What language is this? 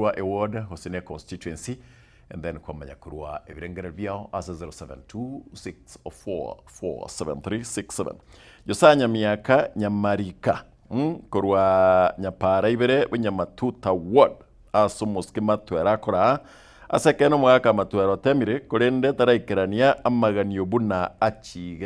Gusii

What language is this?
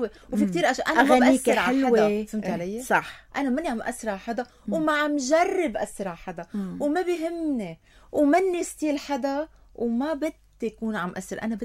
North Levantine Arabic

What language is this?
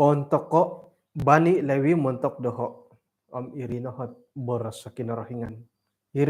Central Dusun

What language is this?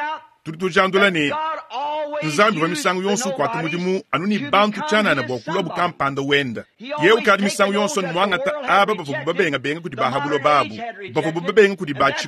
Luba-Lulua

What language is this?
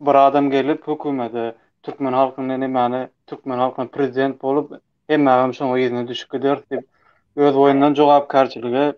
Turkmen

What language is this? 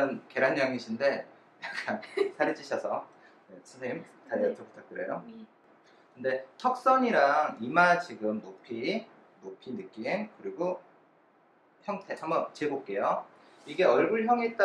Korean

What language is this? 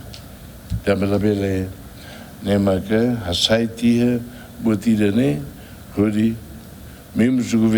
Tetum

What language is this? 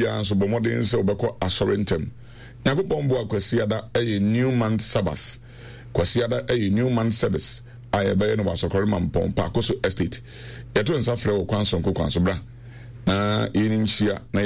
Akan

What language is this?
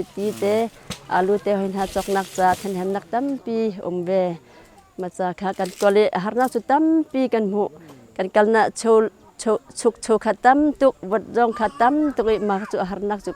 Hakha Chin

